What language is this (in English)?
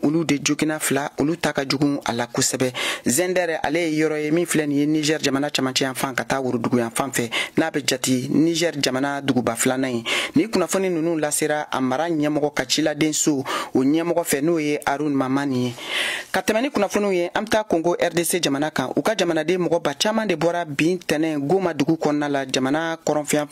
Bambara